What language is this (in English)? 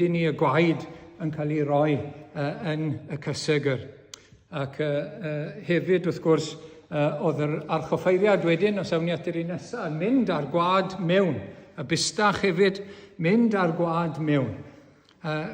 Welsh